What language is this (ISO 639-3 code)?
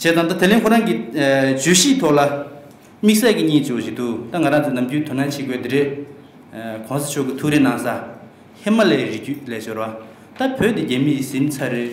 bod